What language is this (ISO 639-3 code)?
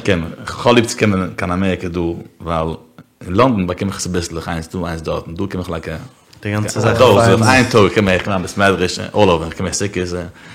yid